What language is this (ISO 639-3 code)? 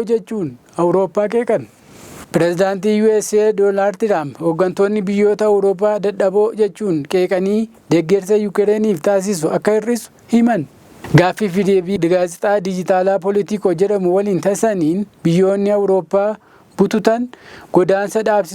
orm